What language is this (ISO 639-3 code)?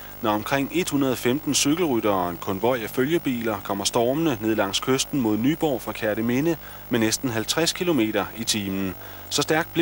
dan